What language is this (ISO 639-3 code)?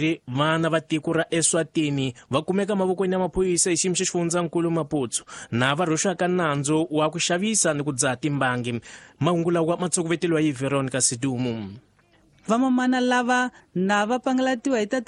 tso